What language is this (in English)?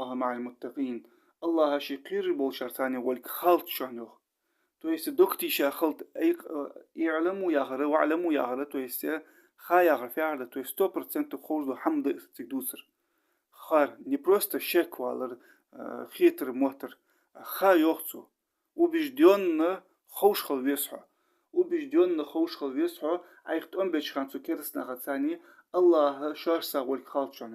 Ingush